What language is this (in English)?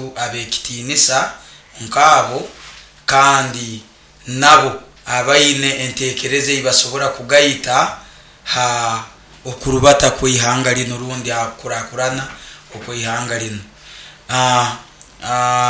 Nyoro